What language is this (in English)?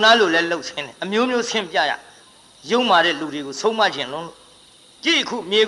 Burmese